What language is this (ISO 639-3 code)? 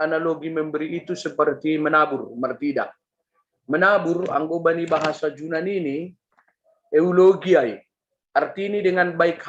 bts